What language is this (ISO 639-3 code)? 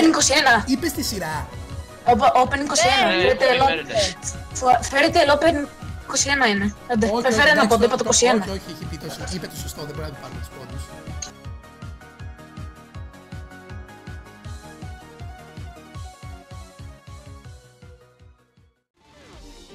ell